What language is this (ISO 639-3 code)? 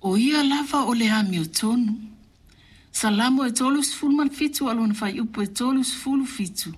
smo